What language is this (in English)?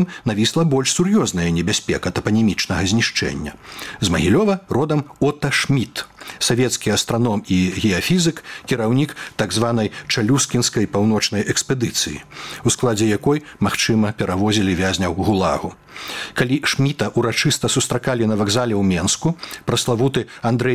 Belarusian